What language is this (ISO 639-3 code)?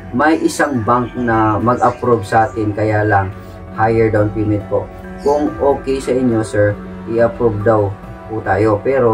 fil